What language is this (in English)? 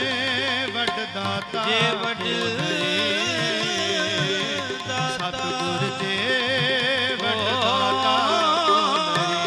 Punjabi